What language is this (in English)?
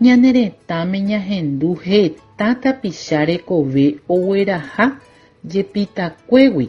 Guarani